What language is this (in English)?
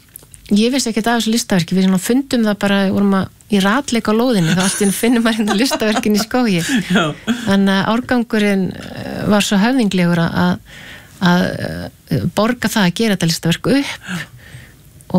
Icelandic